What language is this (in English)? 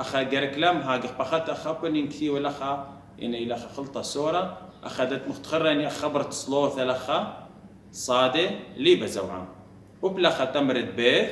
Assyrian Neo-Aramaic